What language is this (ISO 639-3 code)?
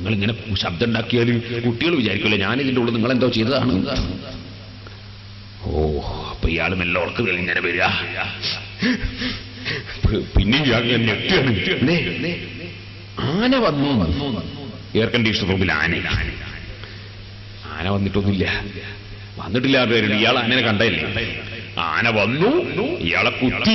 mal